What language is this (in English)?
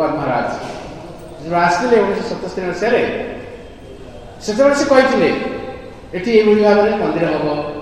Odia